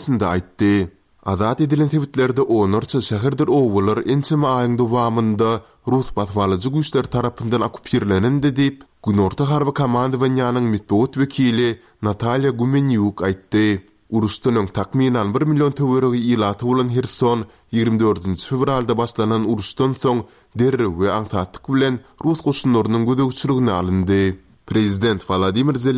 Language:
Turkmen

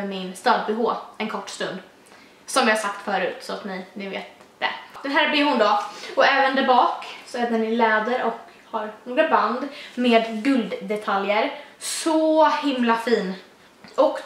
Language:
Swedish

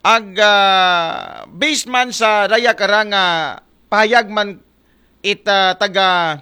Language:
Aklanon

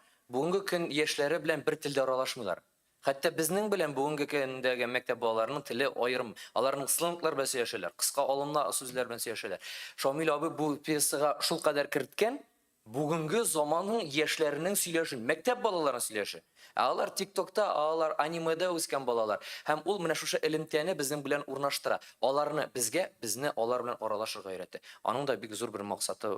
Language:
Tatar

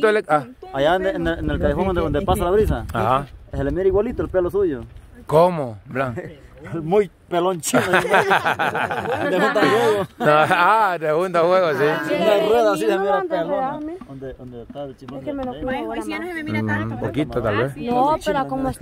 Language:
Spanish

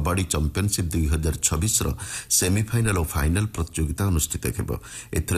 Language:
Odia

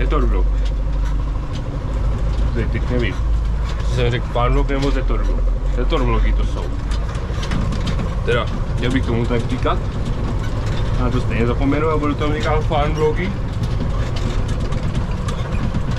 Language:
Czech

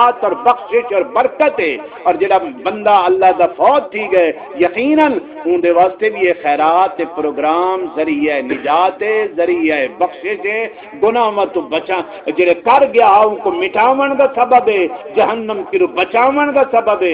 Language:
Saraiki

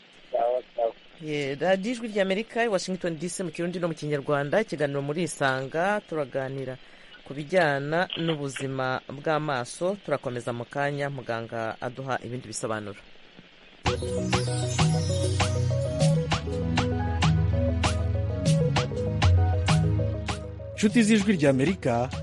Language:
Kinyarwanda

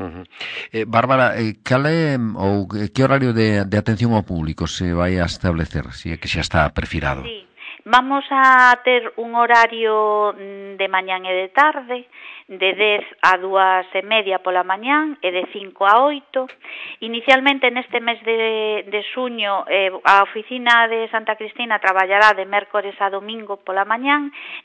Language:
Galician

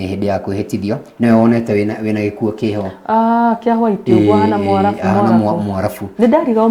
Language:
Kikuyu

